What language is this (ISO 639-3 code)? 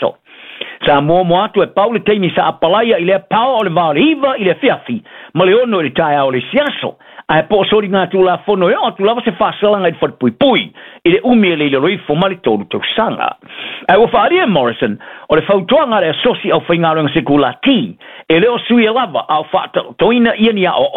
smo